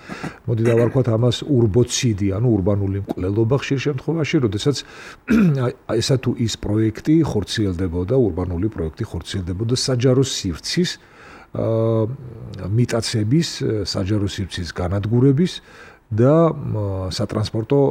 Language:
Georgian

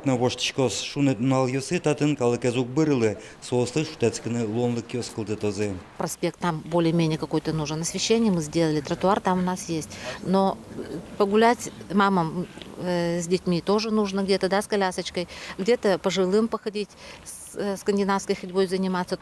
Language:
Udmurt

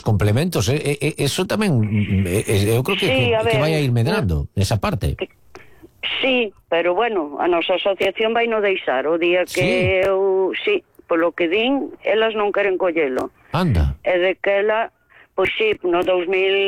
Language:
Galician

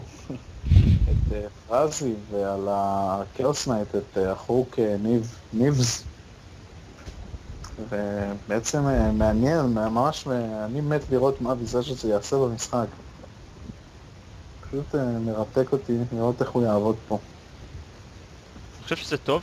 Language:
Hebrew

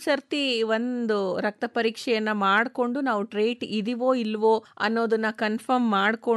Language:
Kannada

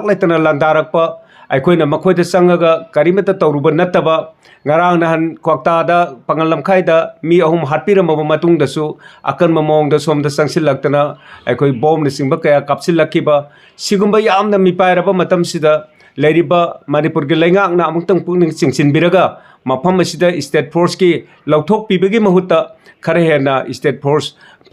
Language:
Manipuri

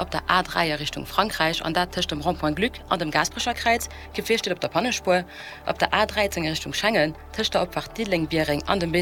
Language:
Luxembourgish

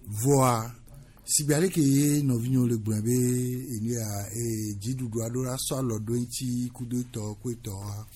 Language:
Gen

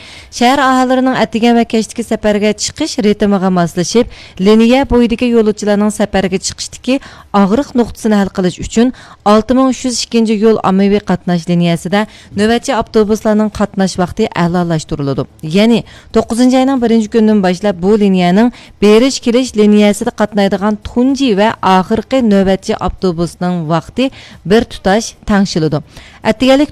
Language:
Uyghur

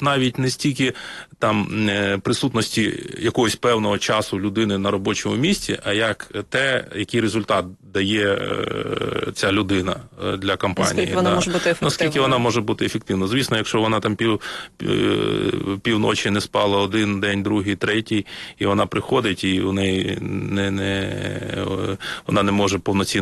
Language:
Ukrainian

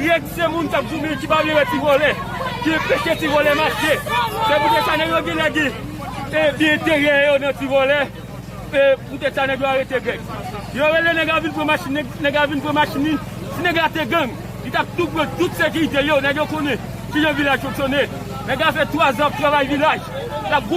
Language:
Haitian Creole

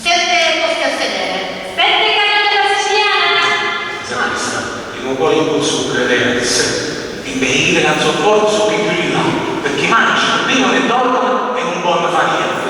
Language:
Neapolitan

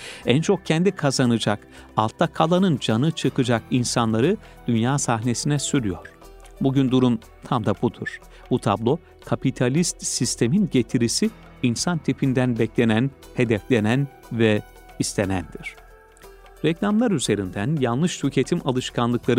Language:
Turkish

